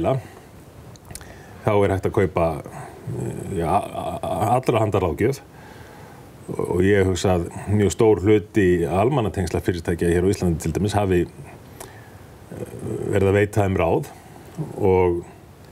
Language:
Icelandic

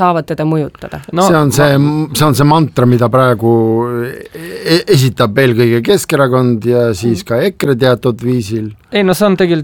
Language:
Estonian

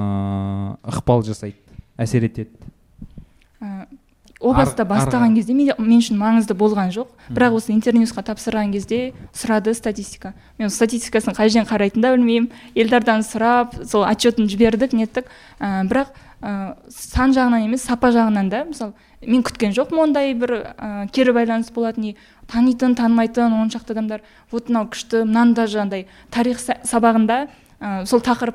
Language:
Kazakh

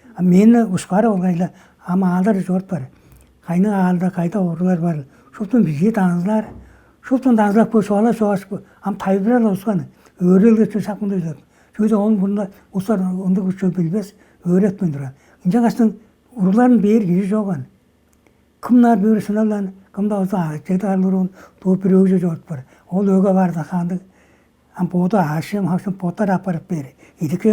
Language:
Tuvinian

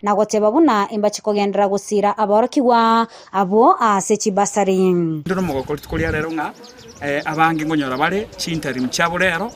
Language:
Gusii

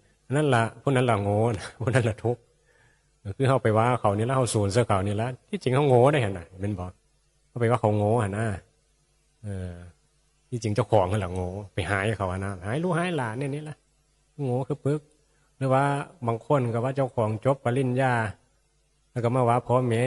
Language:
Northeastern Thai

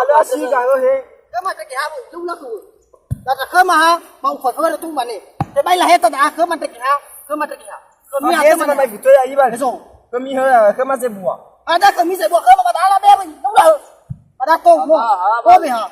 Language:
Nias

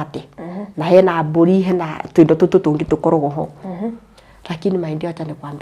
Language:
Kikuyu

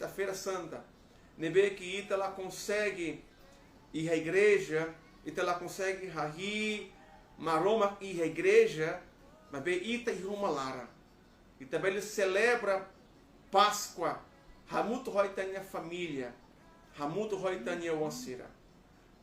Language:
Tetum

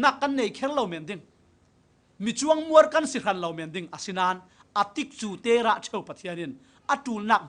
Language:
Falam Chin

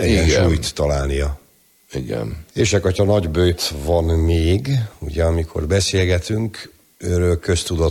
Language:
Hungarian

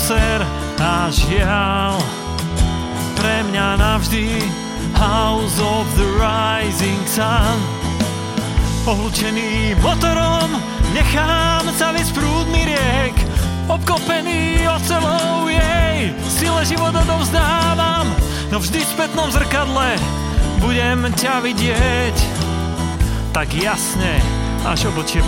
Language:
Slovak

